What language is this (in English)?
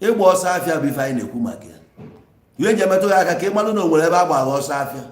Igbo